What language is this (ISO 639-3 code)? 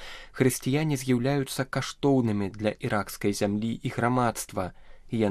bel